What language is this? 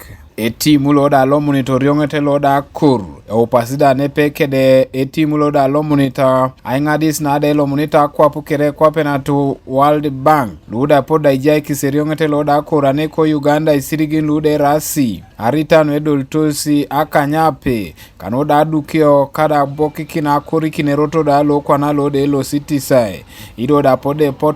Teso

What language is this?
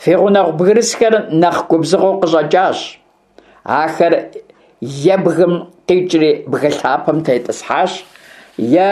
Kabardian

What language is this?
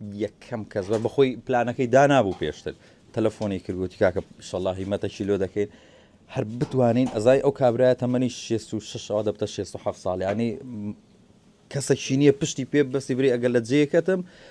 Central Kurdish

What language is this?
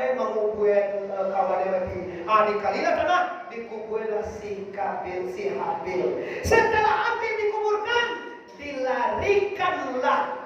Minangkabau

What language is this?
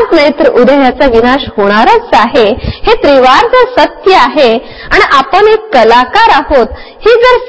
Marathi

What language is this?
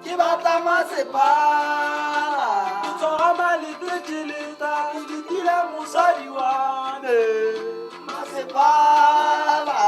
Tswana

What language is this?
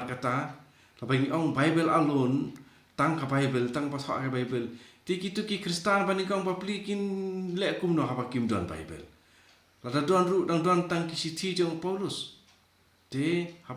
Khasi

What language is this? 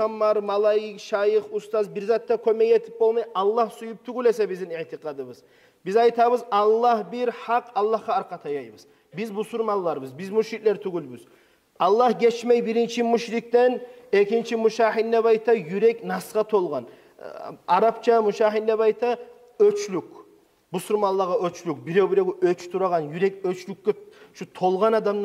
Kumyk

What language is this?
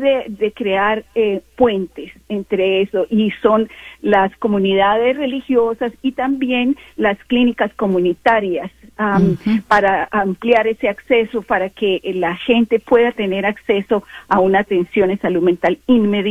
Spanish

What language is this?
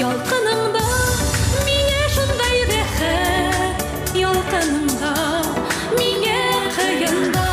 Bashkir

